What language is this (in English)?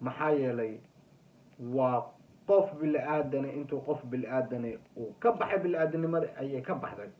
Somali